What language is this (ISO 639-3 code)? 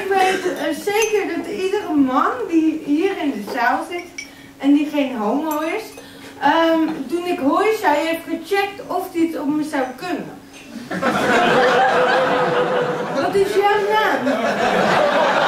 nld